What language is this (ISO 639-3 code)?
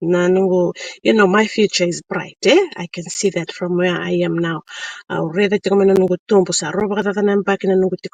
fij